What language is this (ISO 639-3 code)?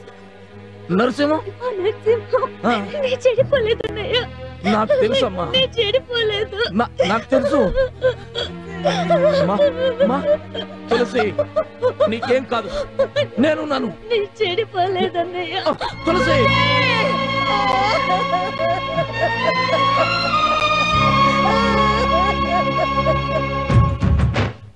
tel